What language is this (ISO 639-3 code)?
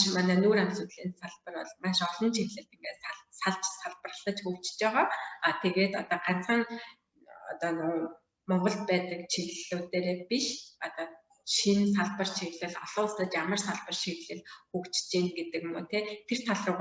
mon